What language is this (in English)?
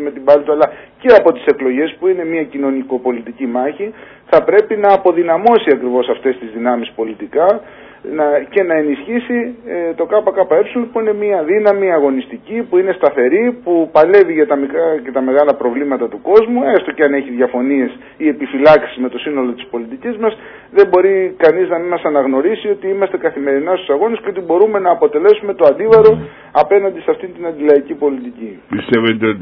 Greek